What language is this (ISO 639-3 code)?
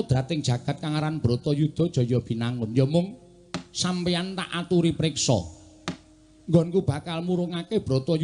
jav